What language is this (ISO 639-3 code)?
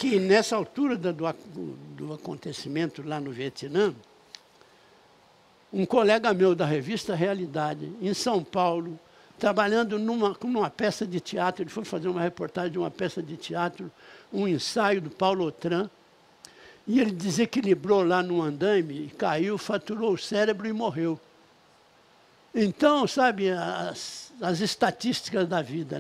por